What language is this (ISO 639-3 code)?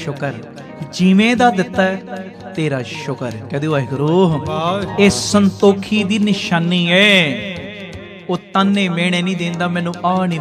pan